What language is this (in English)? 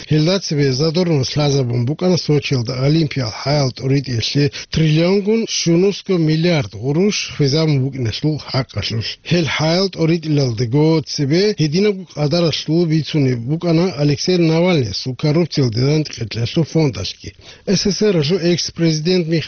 Avaric